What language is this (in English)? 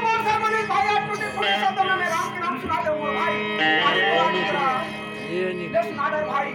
Chhattisgarhi